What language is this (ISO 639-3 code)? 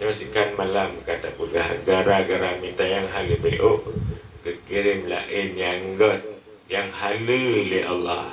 ace